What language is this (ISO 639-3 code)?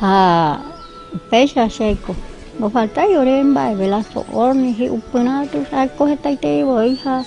grn